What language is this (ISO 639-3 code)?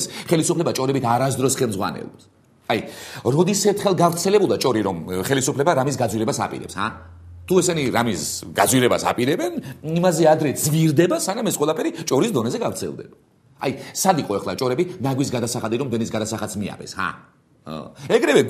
kat